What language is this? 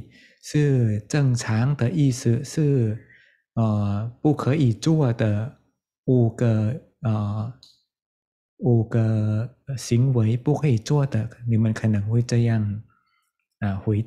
Chinese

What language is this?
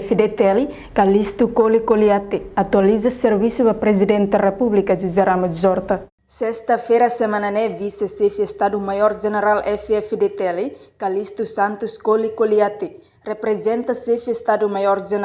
Tetum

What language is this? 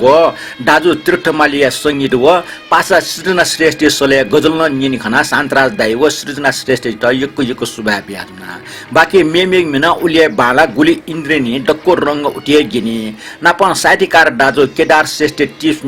Newari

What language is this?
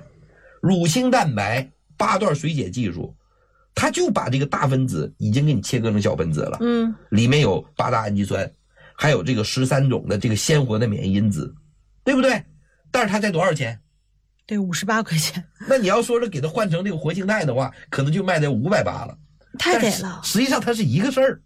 Chinese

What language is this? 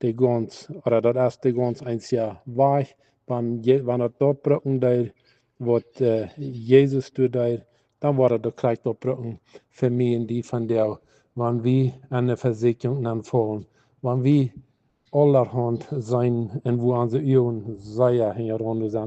Plautdietsch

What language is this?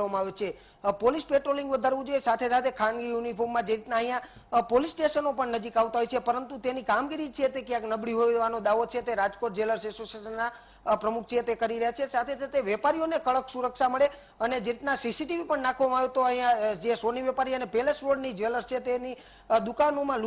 Gujarati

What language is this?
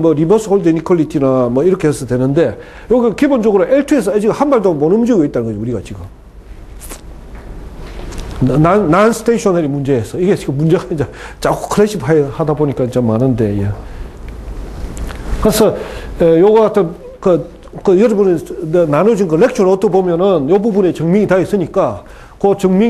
Korean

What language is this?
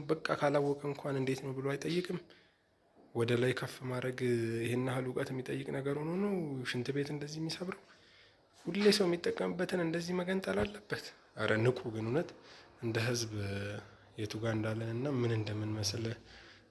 Amharic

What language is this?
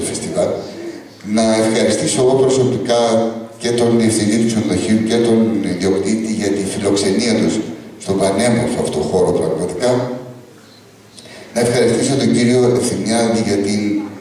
Greek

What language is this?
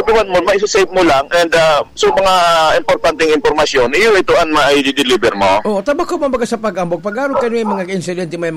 Bikol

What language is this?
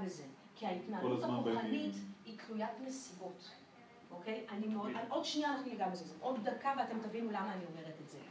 Hebrew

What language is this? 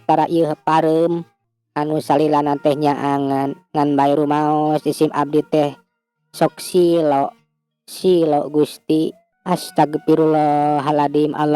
Sundanese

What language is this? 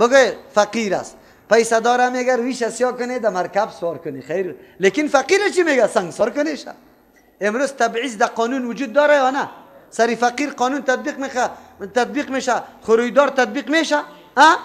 Persian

